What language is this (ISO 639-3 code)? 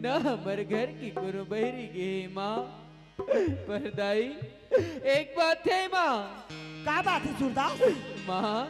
hne